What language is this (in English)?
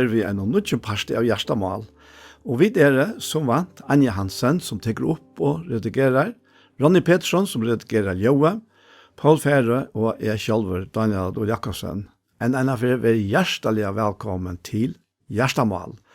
Faroese